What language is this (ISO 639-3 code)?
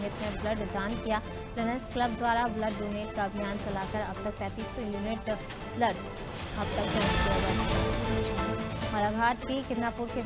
hin